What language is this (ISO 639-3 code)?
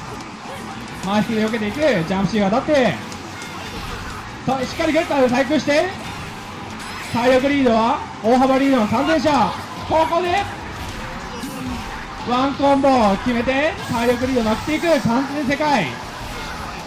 jpn